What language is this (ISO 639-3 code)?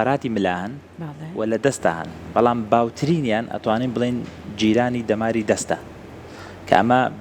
ckb